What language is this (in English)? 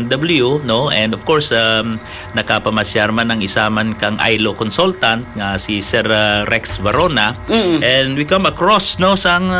Hiligaynon